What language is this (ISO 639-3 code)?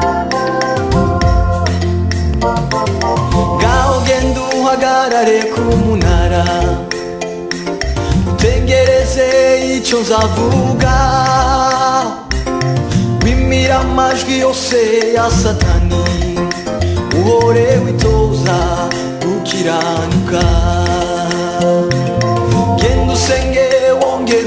kin